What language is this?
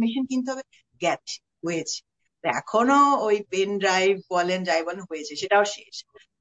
Bangla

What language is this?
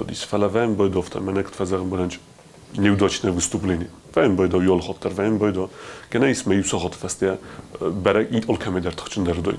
Ossetic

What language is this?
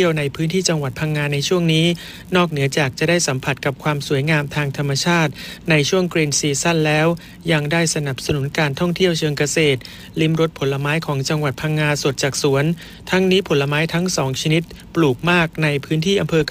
Thai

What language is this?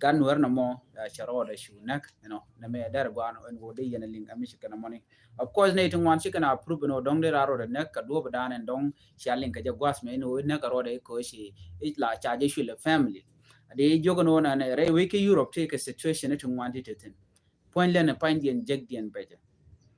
Nuer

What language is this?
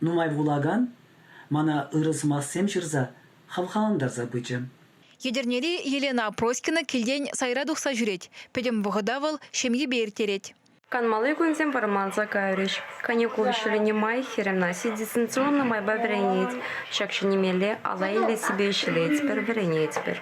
Chuvash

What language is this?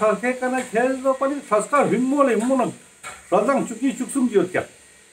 Ladakhi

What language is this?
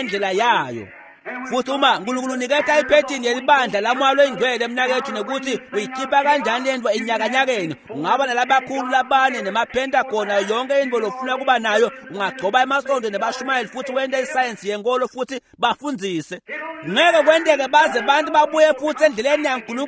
Swati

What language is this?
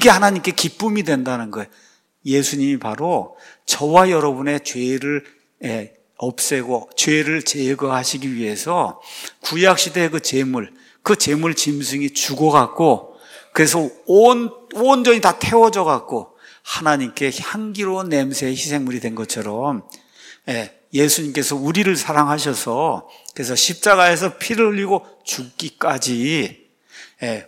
Korean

